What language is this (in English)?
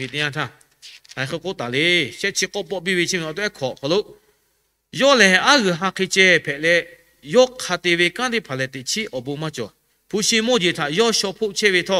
Lahu